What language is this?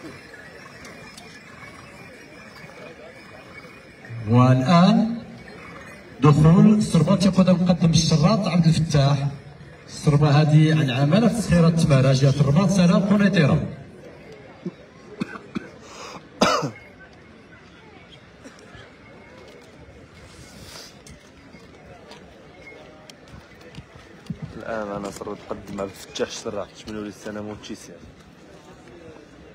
Moroccan Arabic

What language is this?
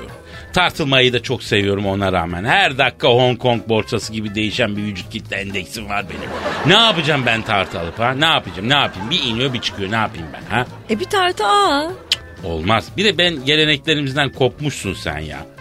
Turkish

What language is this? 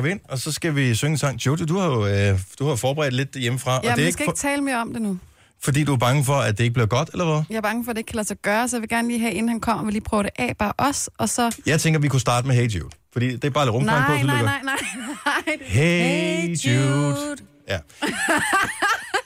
Danish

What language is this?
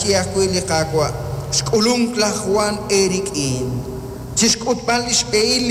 Kekchí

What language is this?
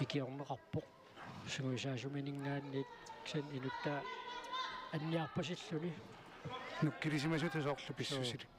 Kalaallisut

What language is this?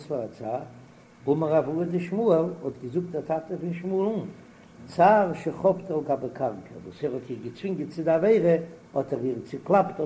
Yiddish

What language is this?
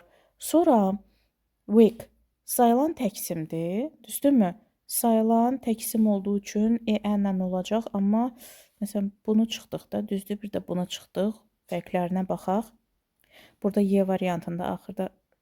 Azerbaijani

